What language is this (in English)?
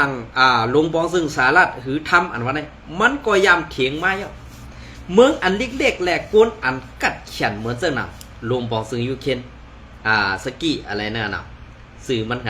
Shan